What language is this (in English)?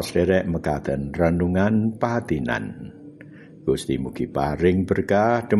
Javanese